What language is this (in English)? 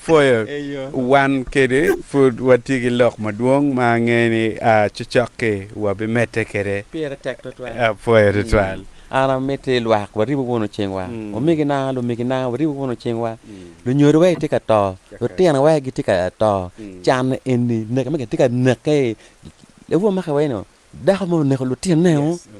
Acoli